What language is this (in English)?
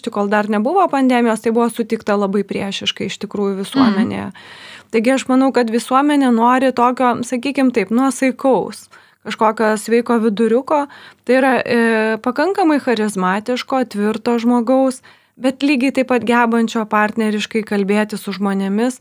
Lithuanian